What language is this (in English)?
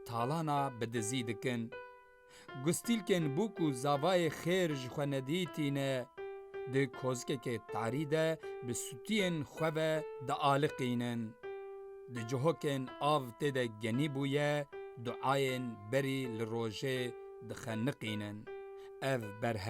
Kurdish